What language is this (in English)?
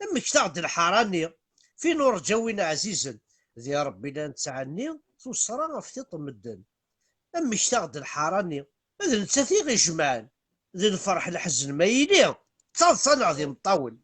Kabyle